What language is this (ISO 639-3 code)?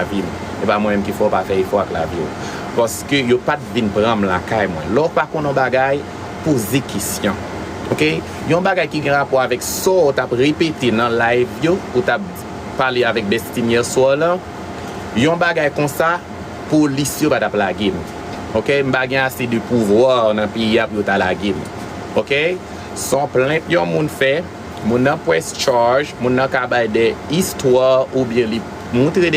hat